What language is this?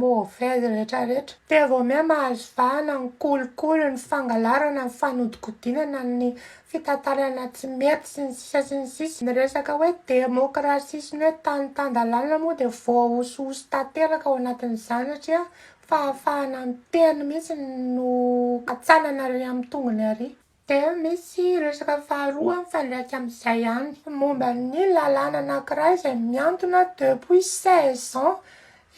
Malagasy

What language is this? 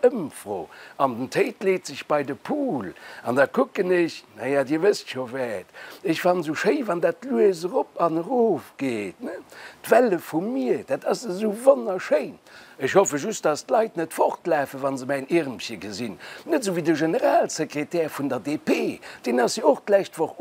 Luxembourgish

